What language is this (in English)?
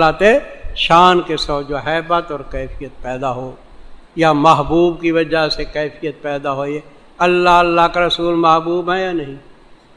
Urdu